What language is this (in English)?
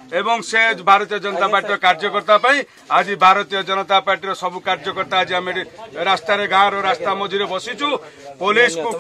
Odia